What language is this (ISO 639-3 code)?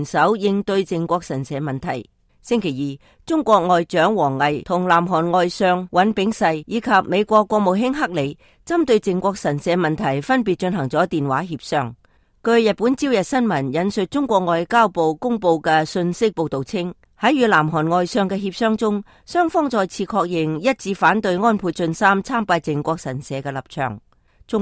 yue